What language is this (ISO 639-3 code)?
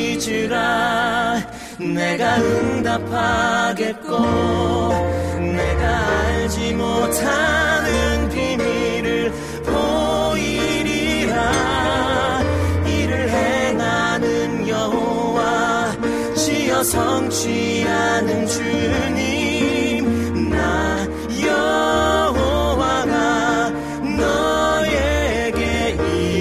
kor